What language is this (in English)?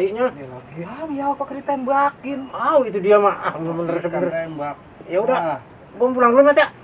Betawi